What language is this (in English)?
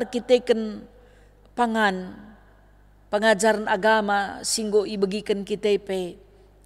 Batak Karo